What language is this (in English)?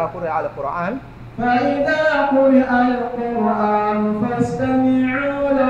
Dagbani